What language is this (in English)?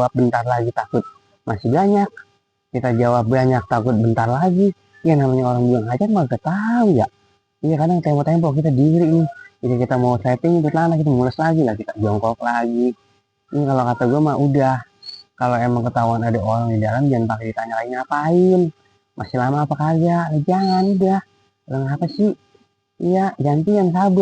Betawi